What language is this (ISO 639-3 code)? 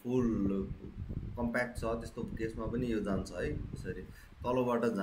nep